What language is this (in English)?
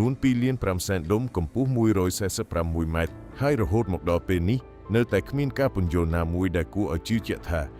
Khmer